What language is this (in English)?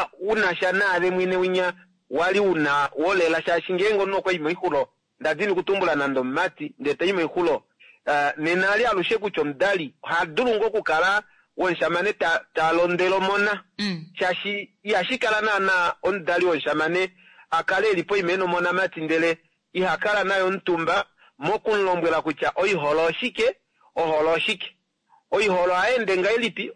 Kuanyama